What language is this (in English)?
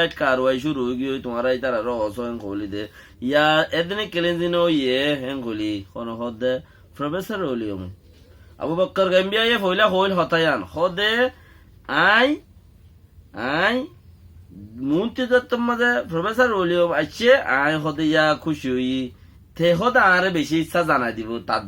Rohingya